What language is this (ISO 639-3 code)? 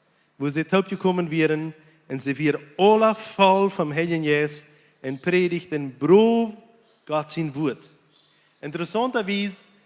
pdt